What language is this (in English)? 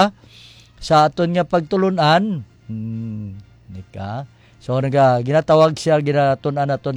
Hiligaynon